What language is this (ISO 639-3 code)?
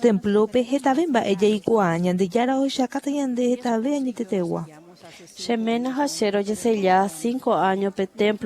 grn